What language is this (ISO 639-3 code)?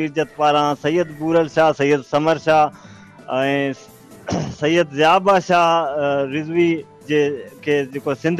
snd